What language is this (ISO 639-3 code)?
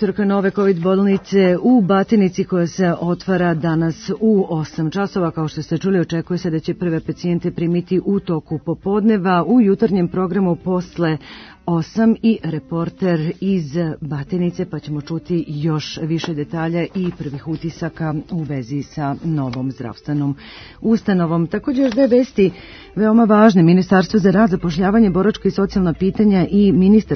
srp